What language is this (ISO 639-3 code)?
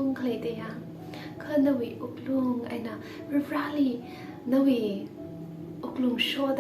nmf